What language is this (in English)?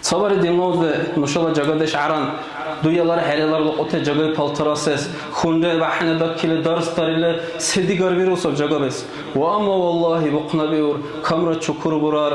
Dargwa